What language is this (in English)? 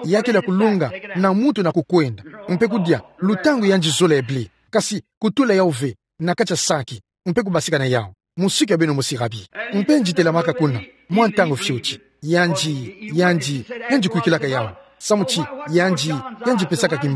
Kituba (Democratic Republic of Congo)